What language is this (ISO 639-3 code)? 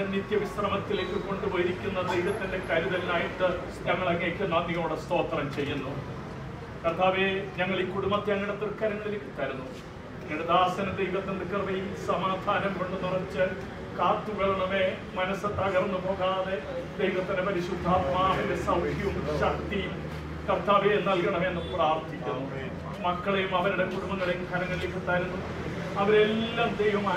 mal